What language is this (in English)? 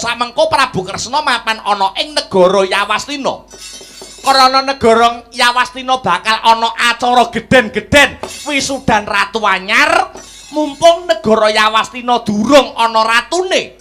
Javanese